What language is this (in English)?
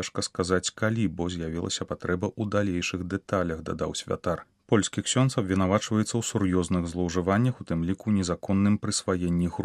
Belarusian